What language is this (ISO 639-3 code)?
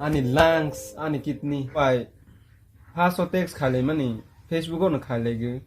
trp